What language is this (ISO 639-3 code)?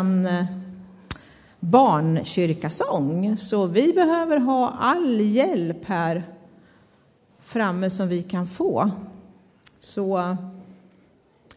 swe